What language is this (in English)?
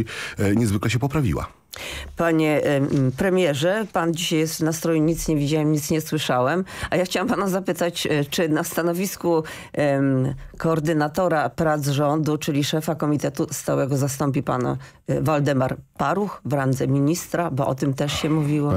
Polish